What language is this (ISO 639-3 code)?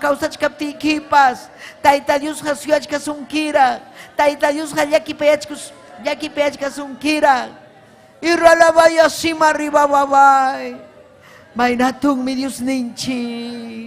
quy